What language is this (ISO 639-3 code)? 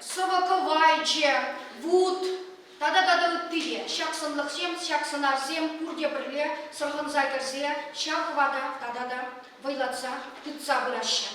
chv